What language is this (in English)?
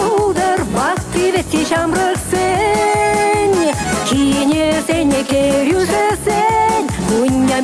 Chuvash